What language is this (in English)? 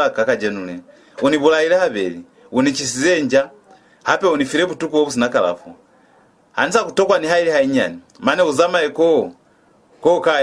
Lozi